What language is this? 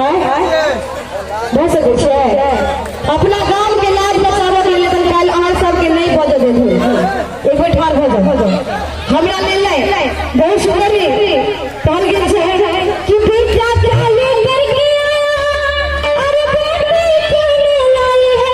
Maithili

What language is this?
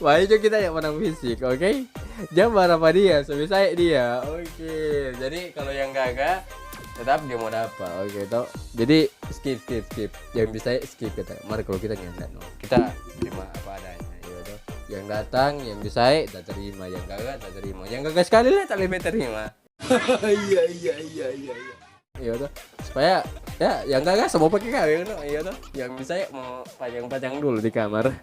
Manado Malay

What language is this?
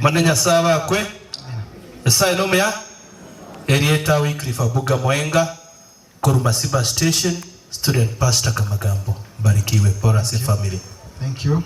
Gusii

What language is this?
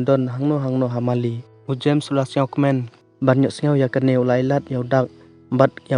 Khasi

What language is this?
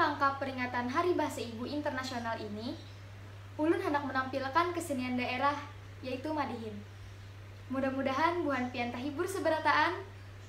Banjar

